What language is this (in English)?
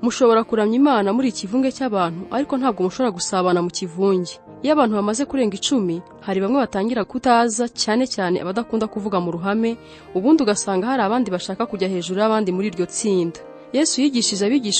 Kinyarwanda